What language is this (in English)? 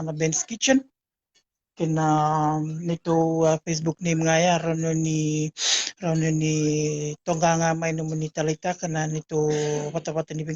Fijian